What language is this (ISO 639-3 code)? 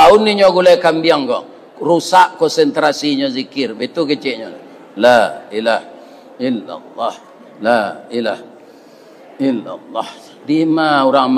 min